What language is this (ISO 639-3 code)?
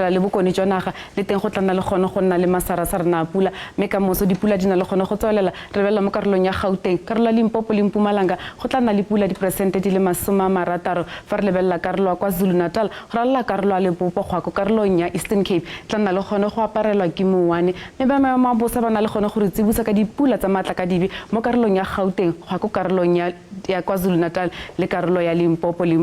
tsn